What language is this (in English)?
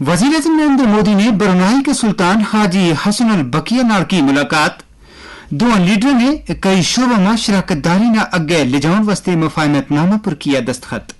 Gujari